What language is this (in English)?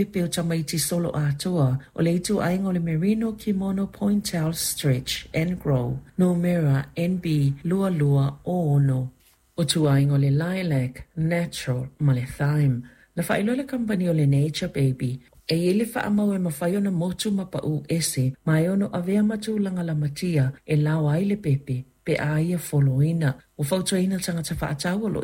Samoan